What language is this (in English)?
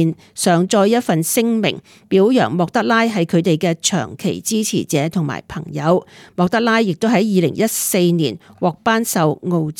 Cantonese